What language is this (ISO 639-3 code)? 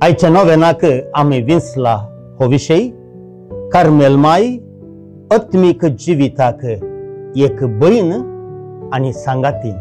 kok